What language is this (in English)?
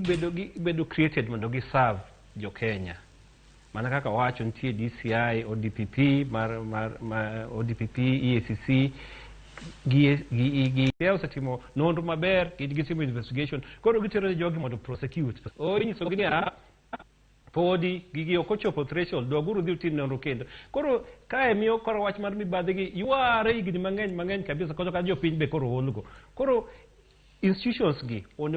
Luo (Kenya and Tanzania)